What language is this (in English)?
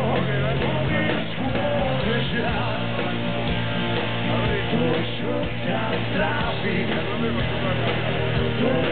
Slovak